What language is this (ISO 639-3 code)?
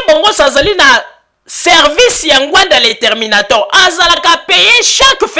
lin